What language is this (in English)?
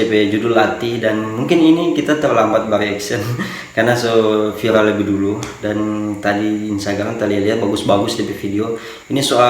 Manado Malay